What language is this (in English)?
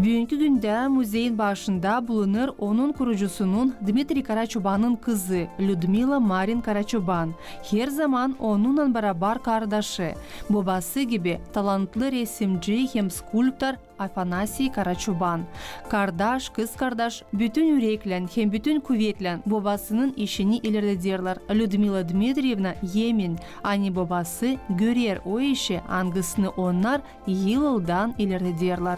Gagauz